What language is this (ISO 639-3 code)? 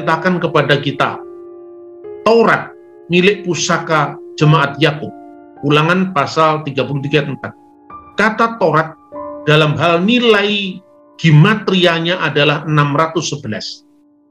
ind